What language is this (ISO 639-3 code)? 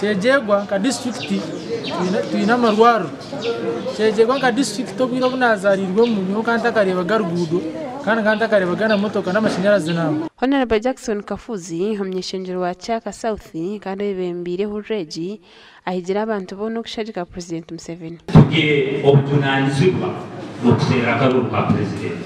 nyn